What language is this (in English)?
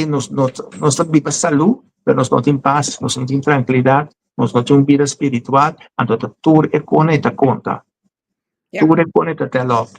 Papiamento